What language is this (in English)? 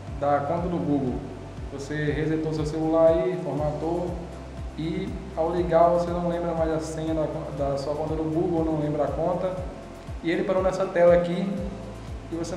Portuguese